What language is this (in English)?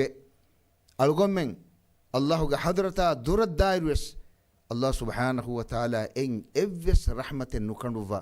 Divehi